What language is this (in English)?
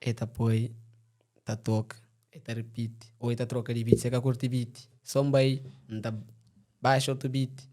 Kabuverdianu